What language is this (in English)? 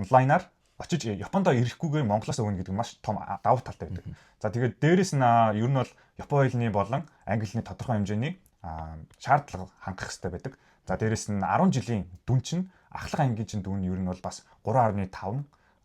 Mongolian